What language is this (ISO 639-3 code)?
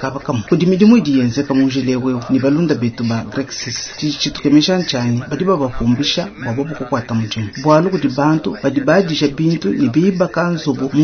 lua